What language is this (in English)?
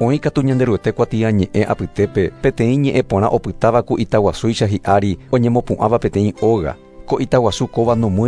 Guarani